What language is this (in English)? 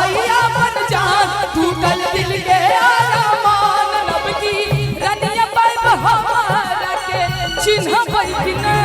Maithili